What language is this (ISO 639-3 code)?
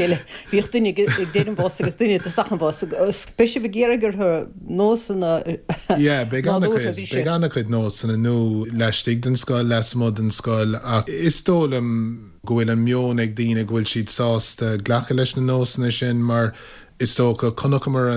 gle